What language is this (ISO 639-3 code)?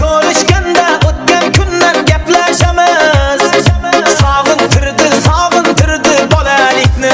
kaa